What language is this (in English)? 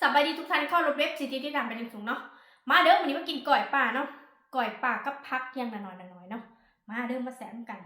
Northeastern Thai